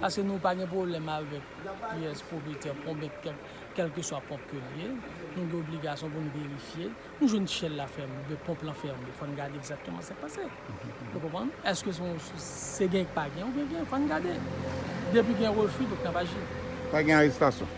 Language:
Haitian Creole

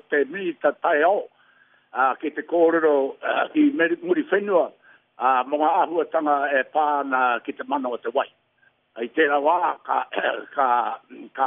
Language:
Māori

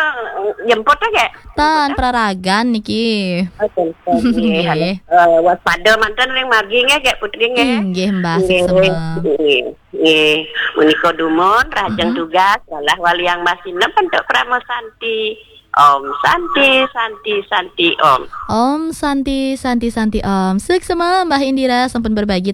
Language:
Balinese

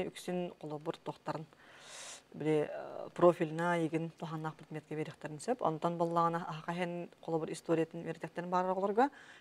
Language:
Yakut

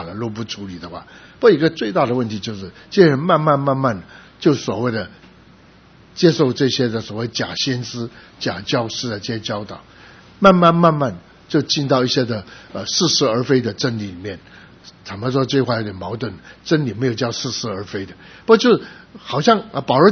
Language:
Chinese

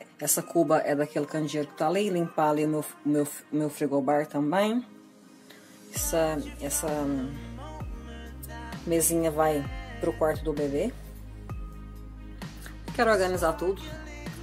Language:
Portuguese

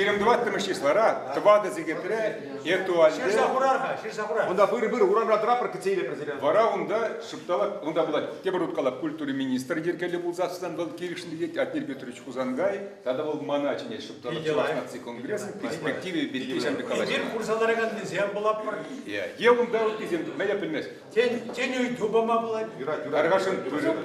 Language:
Chuvash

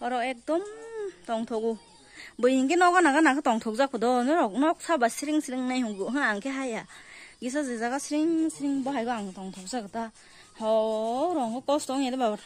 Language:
Kok Borok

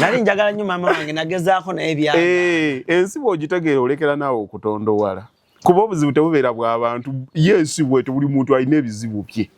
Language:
Ganda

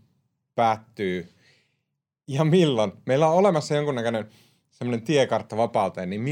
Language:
Finnish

